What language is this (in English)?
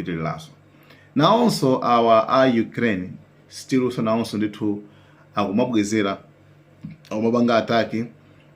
Nyanja